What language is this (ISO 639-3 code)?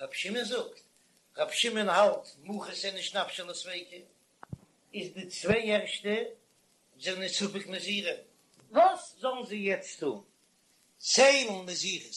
yid